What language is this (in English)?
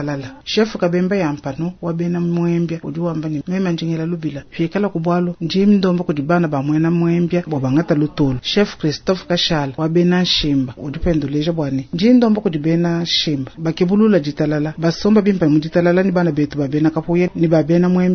Luba-Lulua